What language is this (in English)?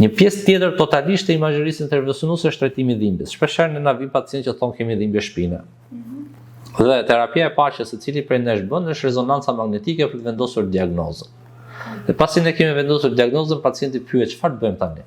Albanian